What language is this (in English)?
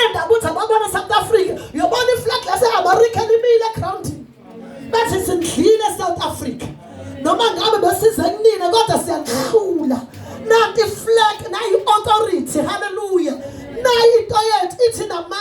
Zulu